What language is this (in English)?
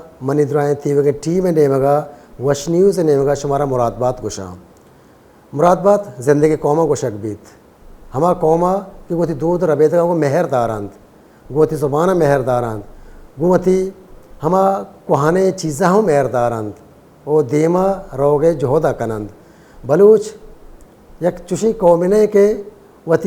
Baluchi